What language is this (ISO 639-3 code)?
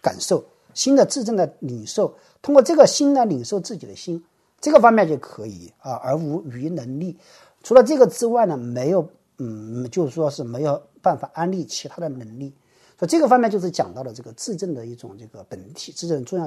zho